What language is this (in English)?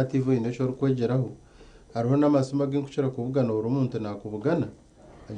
Nyankole